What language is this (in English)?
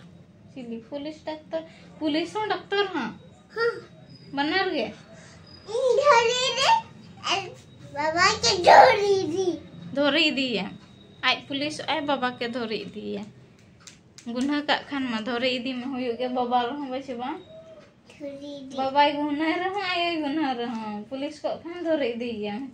Santali